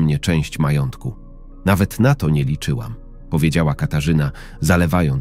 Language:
Polish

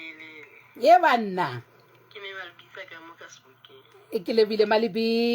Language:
Southern Sotho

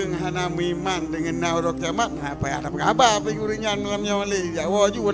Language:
Achinese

